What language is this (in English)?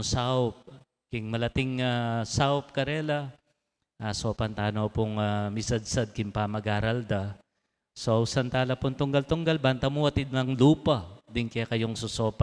Pampanga